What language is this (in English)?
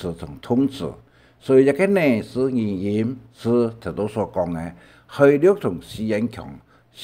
Hakka Chinese